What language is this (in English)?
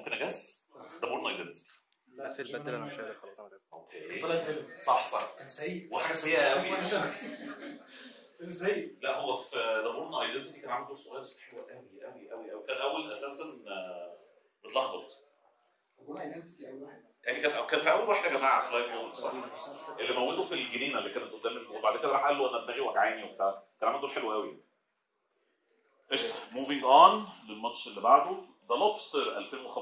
Egyptian Arabic